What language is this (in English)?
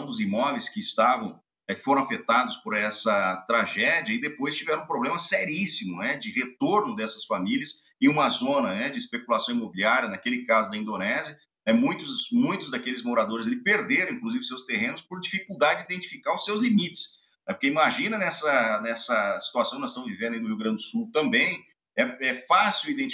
Portuguese